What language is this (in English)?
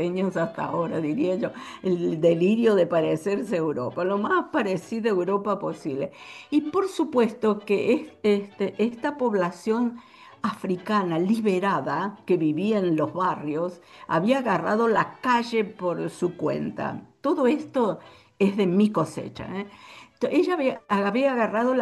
Spanish